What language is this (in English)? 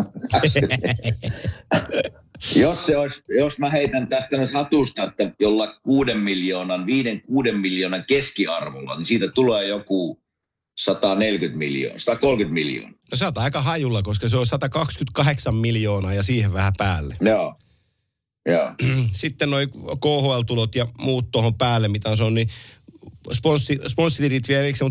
Finnish